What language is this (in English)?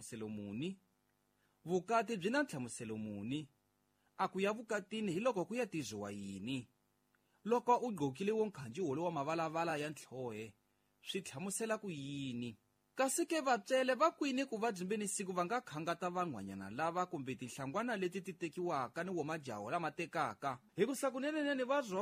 Tsonga